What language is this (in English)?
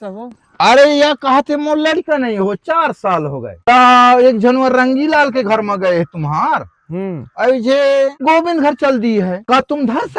Chhattisgarhi